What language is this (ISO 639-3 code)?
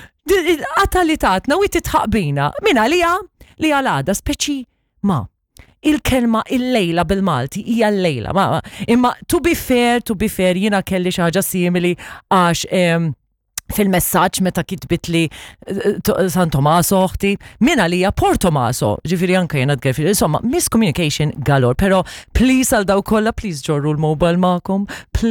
mlt